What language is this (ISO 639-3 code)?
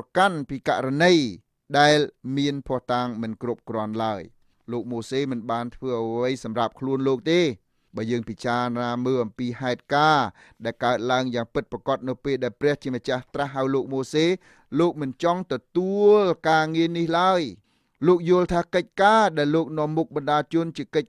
khm